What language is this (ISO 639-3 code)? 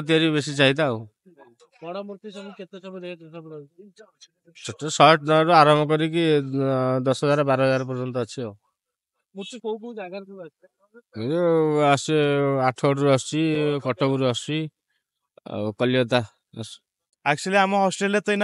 ori